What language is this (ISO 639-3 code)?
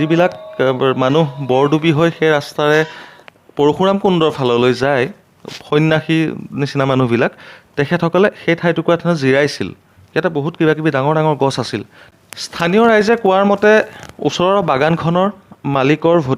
asm